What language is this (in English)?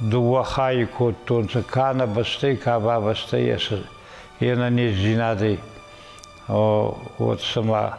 Ossetic